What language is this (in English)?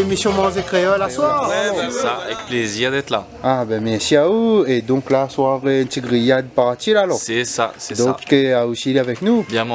Réunion Creole French